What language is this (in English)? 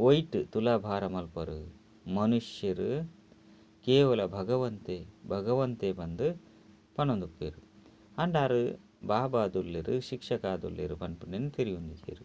Tulu